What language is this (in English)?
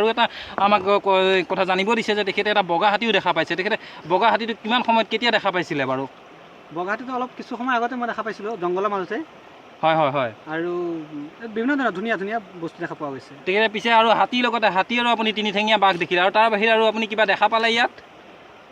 Assamese